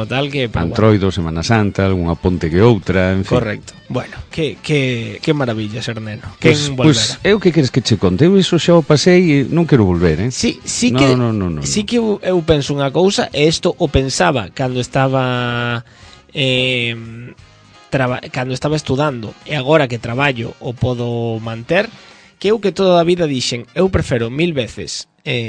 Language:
Galician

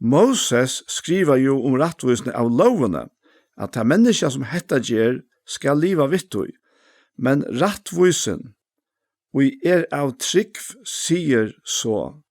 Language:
Faroese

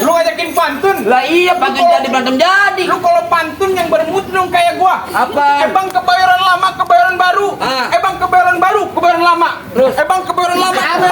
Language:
Betawi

